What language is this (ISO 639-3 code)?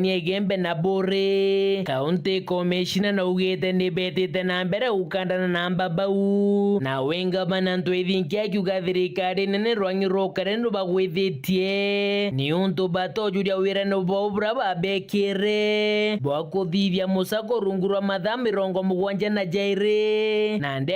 mer